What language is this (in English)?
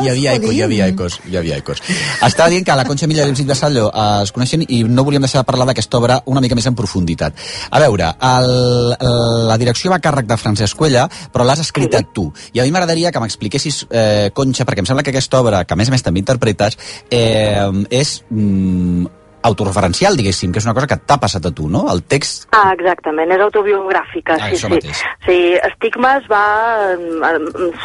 Catalan